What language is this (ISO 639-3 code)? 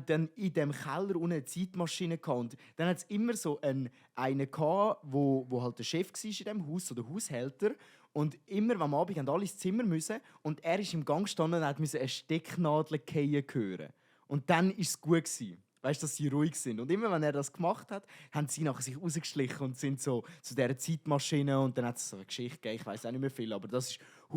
gsw